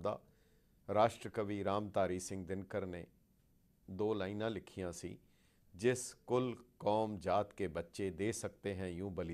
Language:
Punjabi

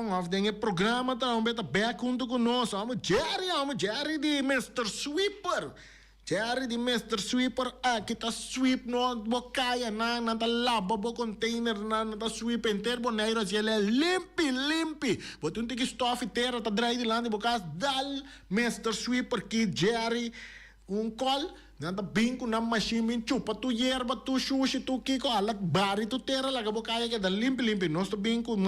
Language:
Papiamento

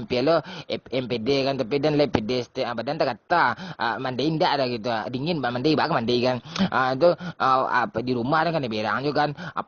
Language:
Minangkabau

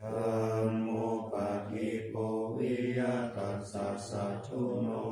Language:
Pali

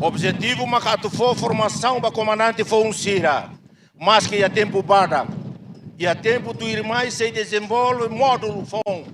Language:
Tetum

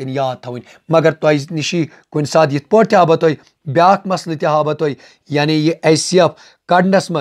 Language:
Kashmiri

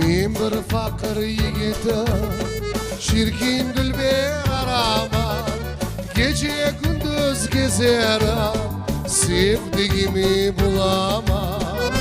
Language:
Crimean Tatar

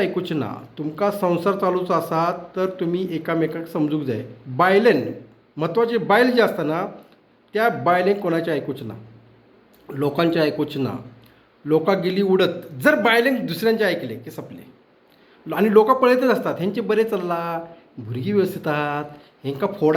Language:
Konkani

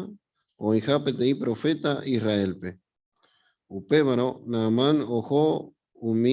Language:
Guarani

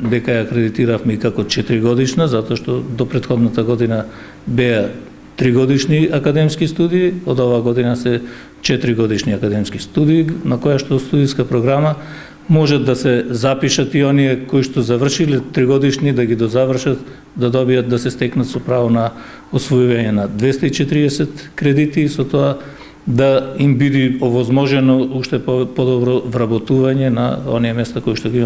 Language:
Macedonian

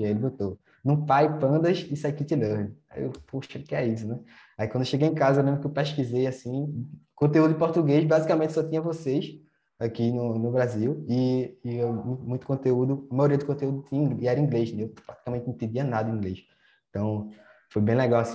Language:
Portuguese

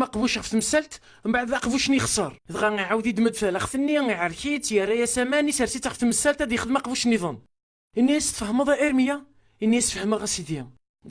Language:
Kabyle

